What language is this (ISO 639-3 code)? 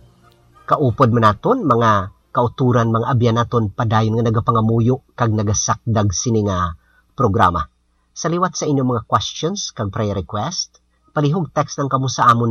hil